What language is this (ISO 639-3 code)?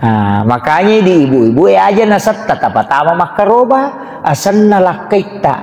bug